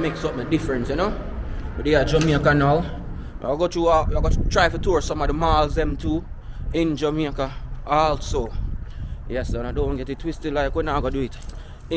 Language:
Jamaican Creole English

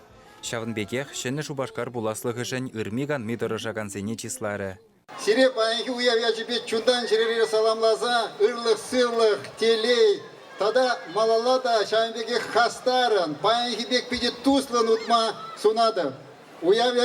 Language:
Chuvash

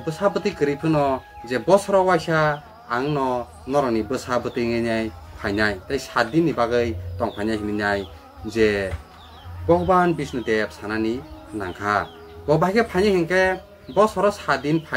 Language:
Kok Borok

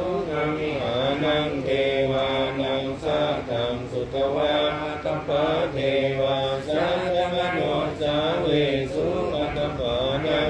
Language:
Pali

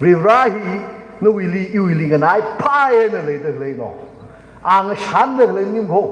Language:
Tangkhul Naga (India)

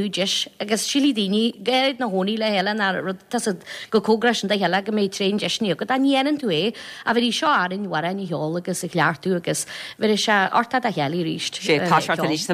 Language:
Irish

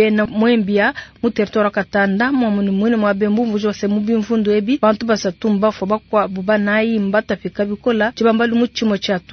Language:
Luba-Lulua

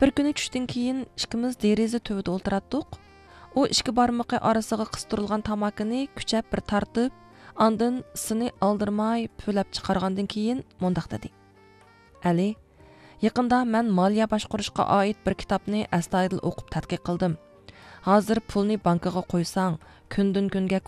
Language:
Uyghur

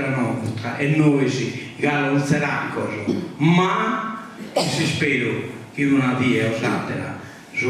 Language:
Sardinian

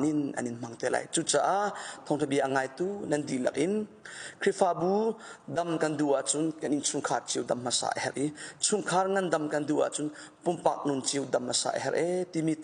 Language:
Hakha Chin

